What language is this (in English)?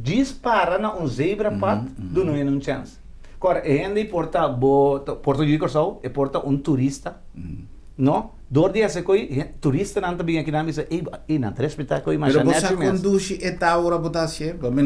Papiamento